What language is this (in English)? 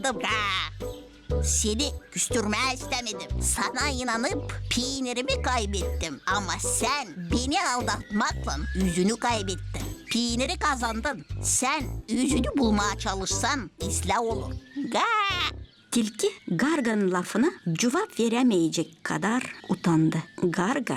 Gagauz